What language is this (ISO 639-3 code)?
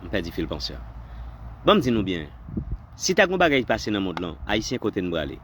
hat